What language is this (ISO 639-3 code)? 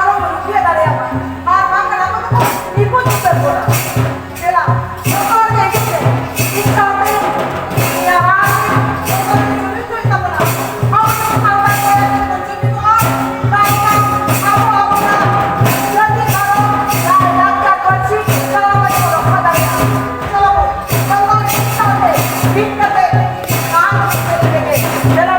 sat